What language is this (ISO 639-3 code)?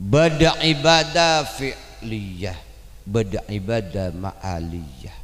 mad